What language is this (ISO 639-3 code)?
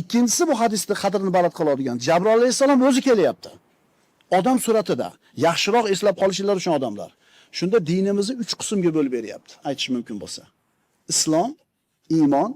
uzb